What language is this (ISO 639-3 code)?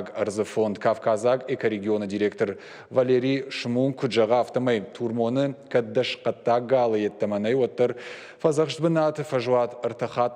oss